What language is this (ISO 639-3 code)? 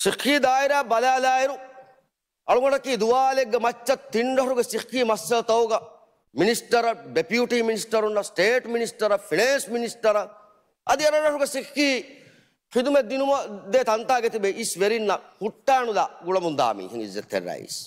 div